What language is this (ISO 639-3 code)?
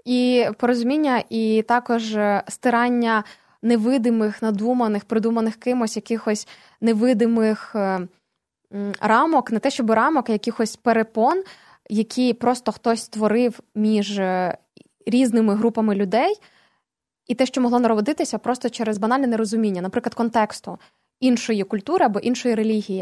ukr